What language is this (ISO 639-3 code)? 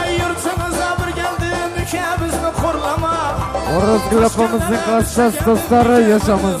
kaa